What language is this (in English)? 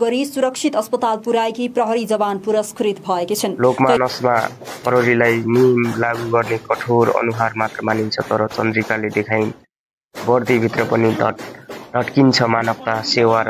Nepali